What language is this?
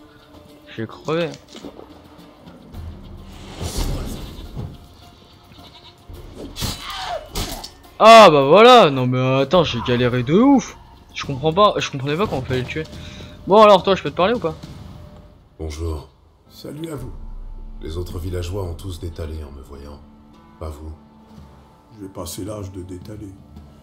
French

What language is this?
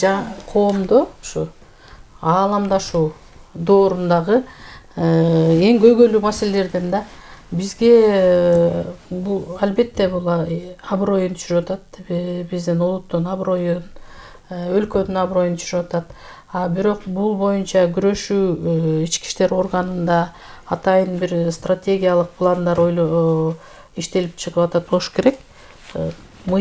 Kyrgyz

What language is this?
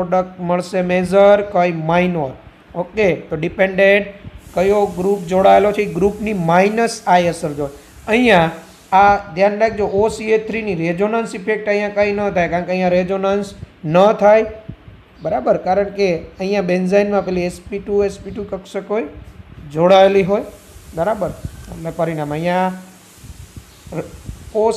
Gujarati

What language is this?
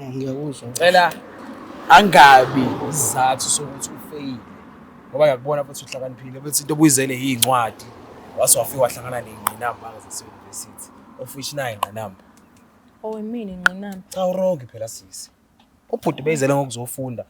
Zulu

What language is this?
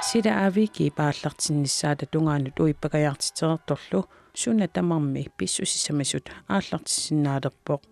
Kalaallisut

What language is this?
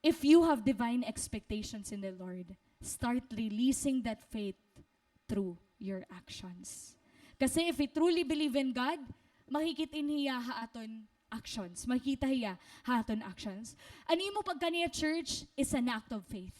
Waray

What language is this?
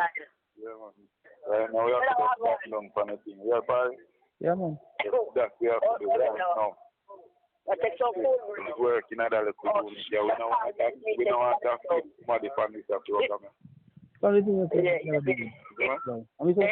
Jamaican Creole English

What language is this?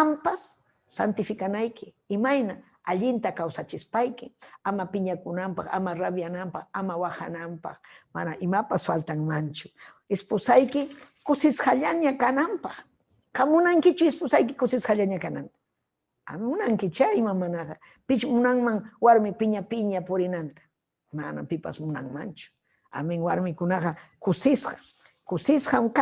Ayacucho Quechua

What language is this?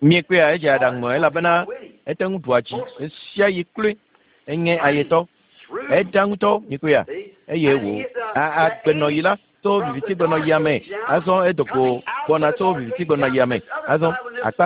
Ewe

